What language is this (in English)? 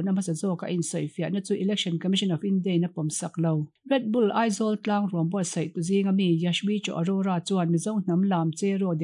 Mizo